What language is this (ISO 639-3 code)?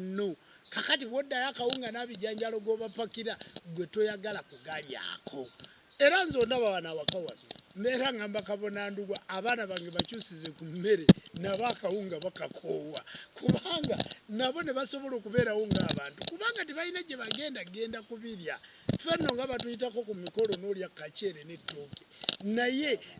lug